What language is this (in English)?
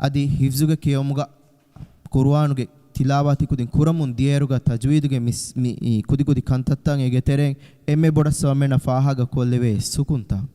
Divehi